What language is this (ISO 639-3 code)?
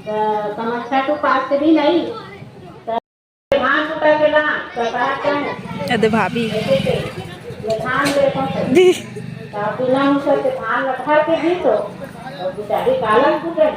hne